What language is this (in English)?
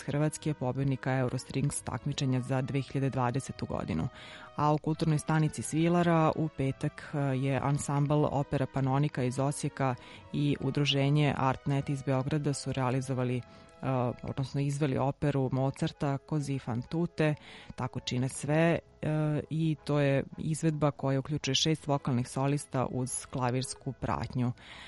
Serbian